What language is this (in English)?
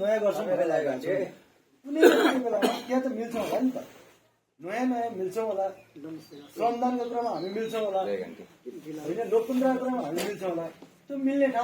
Nepali